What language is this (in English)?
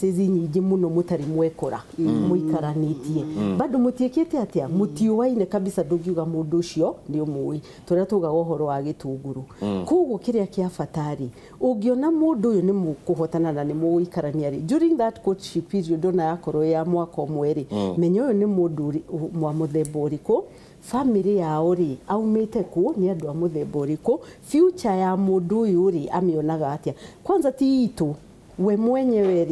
Kikuyu